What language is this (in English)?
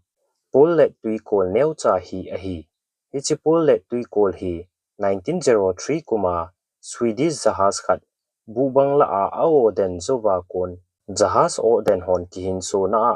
Thado Chin